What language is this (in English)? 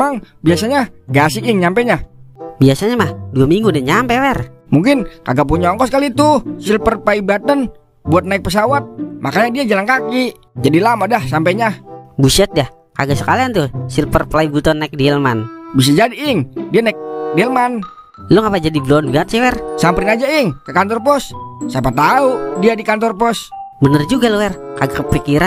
Betawi